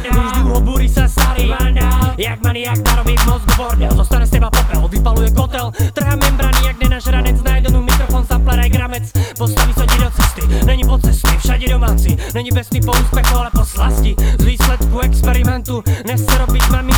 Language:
Slovak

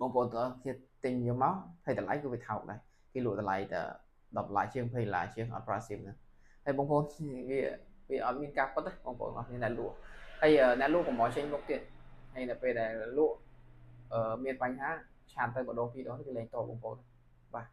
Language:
Khmer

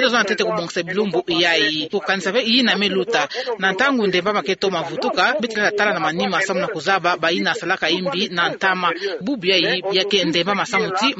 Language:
Kituba (Democratic Republic of Congo)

